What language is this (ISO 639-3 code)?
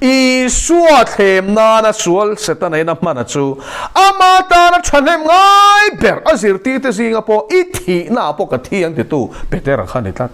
lus